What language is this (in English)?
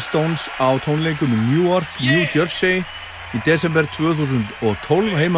Icelandic